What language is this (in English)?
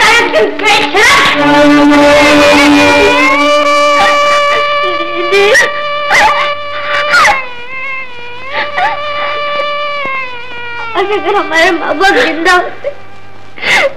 Hindi